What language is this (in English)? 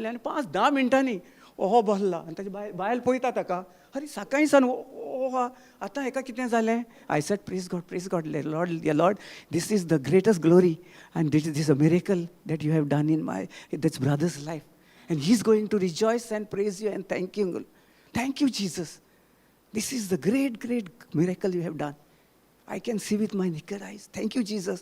Konkani